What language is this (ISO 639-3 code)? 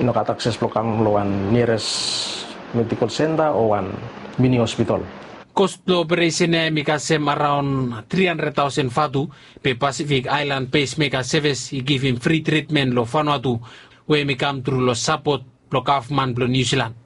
bis